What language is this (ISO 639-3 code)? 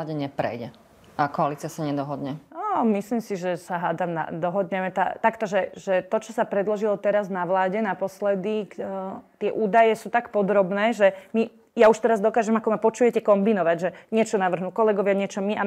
slk